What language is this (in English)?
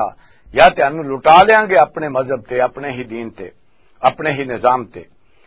Western Panjabi